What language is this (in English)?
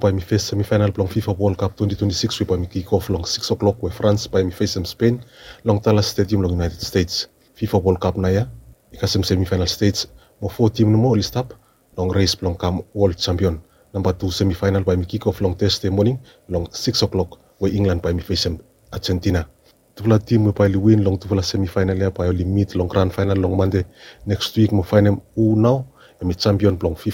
Bislama